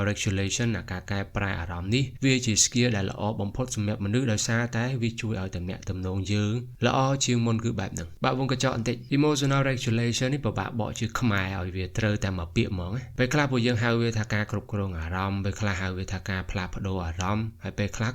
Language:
Khmer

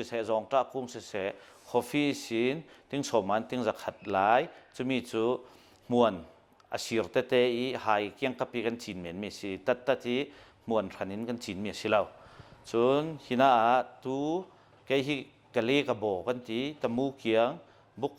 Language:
Hakha Chin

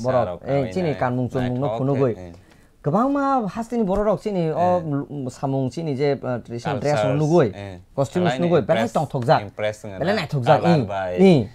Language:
Kok Borok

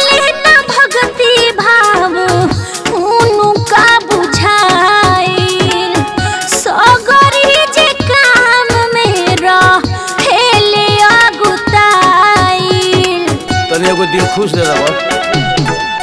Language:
Bhojpuri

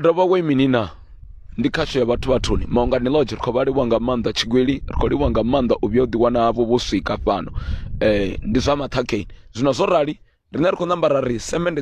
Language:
Venda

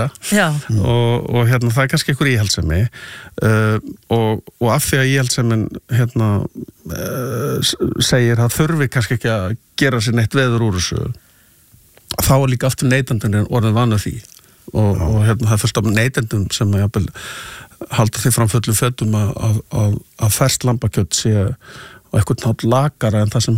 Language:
Icelandic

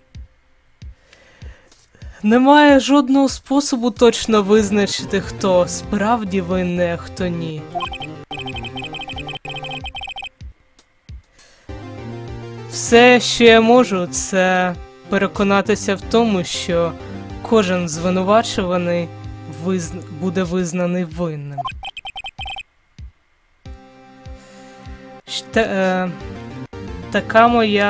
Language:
Ukrainian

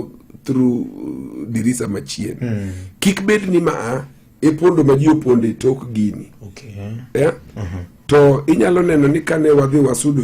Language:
Luo (Kenya and Tanzania)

